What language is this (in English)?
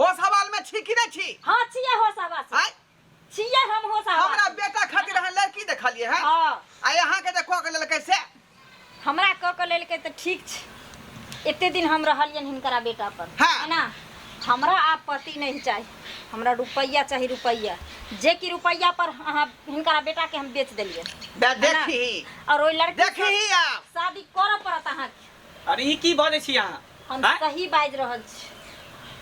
Maithili